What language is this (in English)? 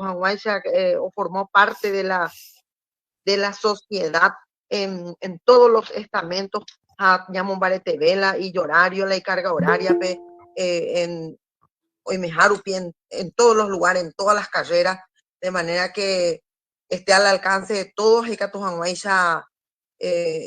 Guarani